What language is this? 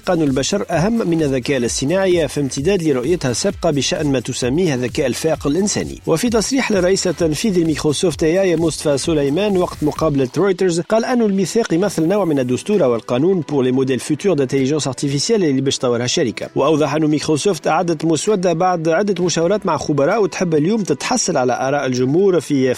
Tunisian Arabic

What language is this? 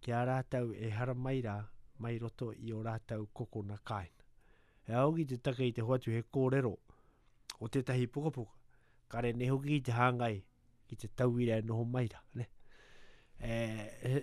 Latvian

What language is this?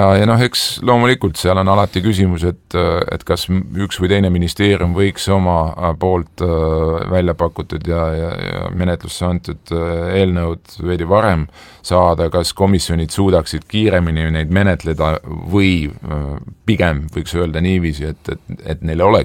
Estonian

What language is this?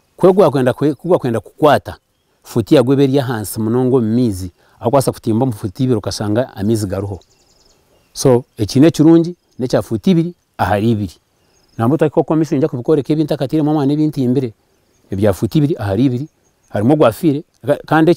Nyankole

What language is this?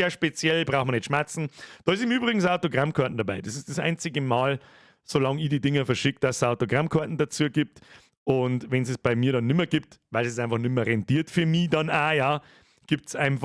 Bavarian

